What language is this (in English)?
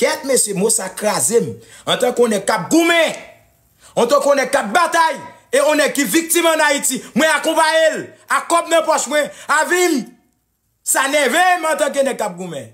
Haitian Creole